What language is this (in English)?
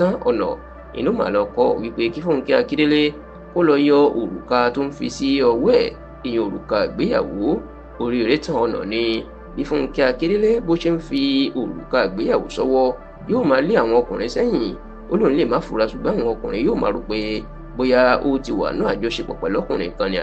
Yoruba